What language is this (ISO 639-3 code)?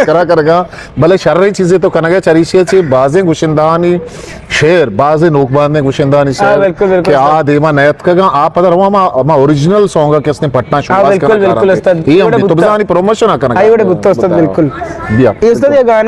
bgp